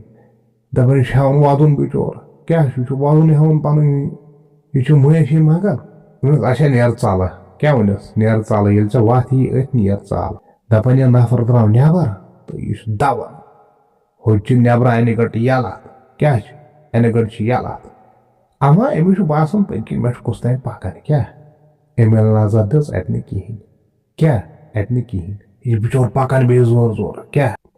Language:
Kashmiri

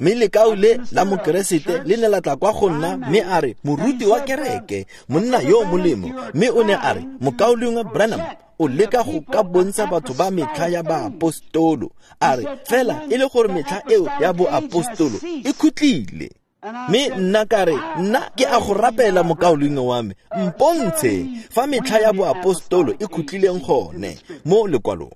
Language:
Tswana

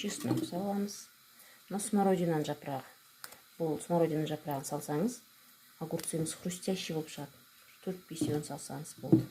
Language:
Kazakh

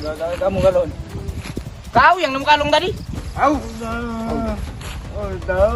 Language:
Musi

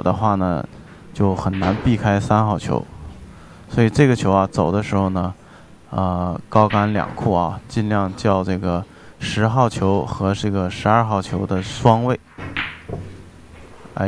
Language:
Chinese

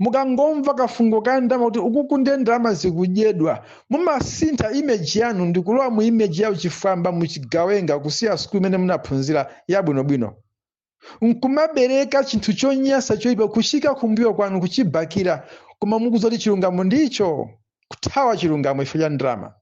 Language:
Nyanja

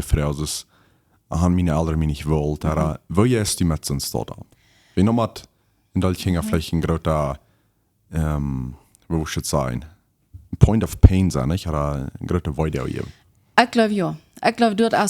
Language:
Plautdietsch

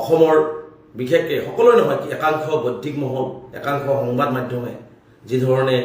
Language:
Assamese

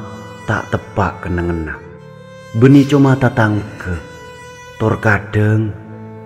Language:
Madurese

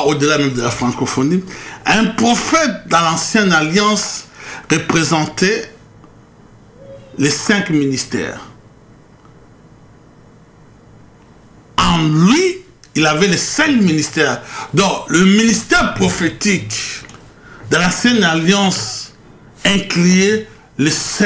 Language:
French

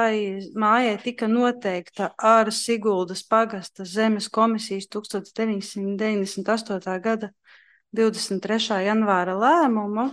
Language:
Latvian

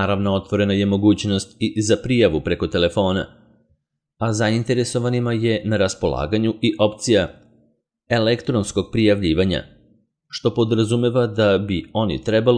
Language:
Serbian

